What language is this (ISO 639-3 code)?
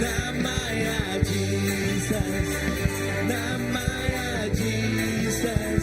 iba